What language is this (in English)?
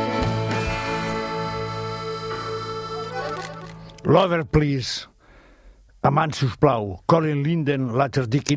Catalan